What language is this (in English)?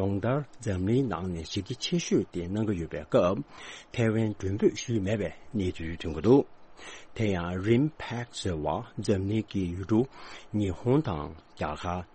Tibetan